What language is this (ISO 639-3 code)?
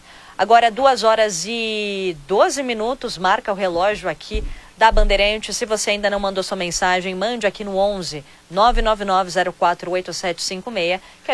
por